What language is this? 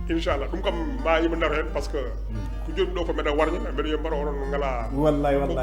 Fula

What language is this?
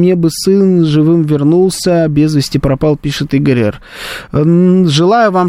Russian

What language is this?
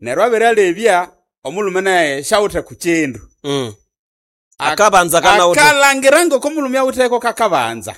Nande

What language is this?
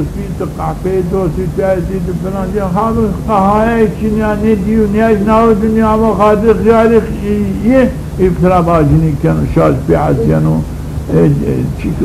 Zaza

